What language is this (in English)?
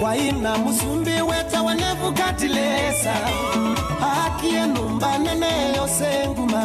Kamba